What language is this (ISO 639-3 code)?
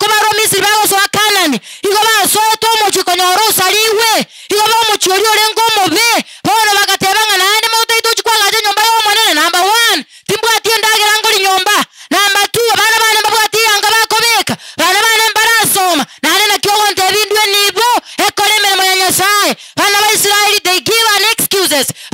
guz